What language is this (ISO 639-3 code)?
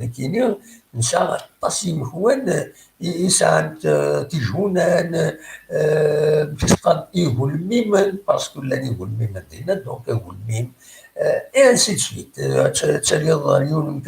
kab